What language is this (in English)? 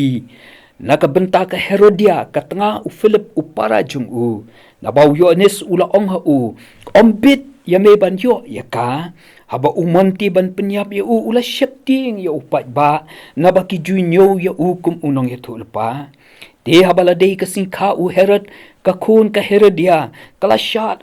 Khasi